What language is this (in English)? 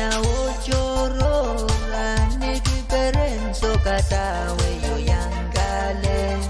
Pohnpeian